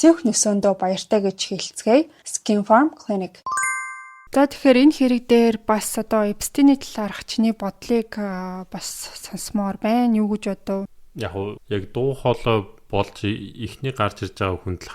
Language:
Mongolian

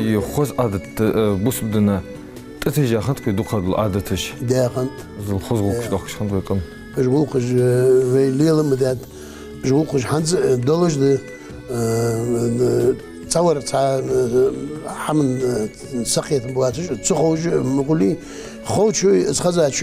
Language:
Ingush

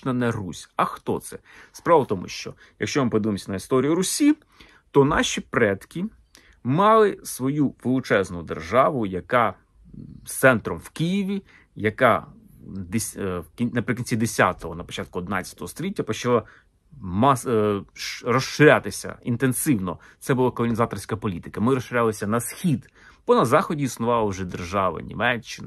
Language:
Ukrainian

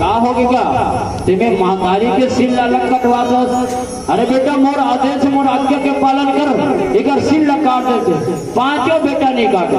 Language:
Chhattisgarhi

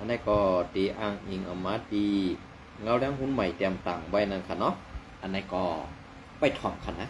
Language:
Shan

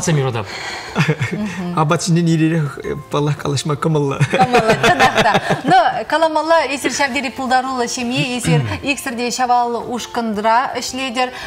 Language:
Chuvash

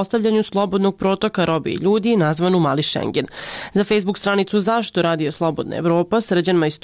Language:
Serbian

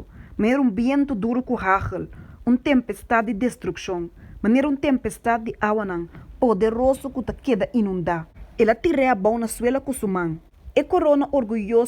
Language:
Papiamento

